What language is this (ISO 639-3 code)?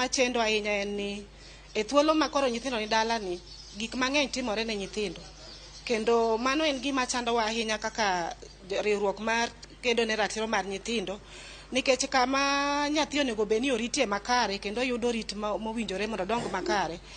luo